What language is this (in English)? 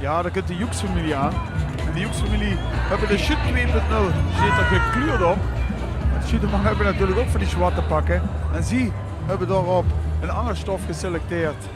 Limburgish